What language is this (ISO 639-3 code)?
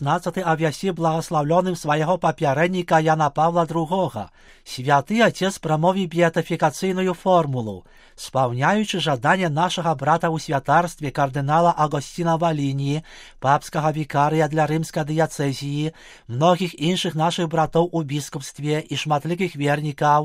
bel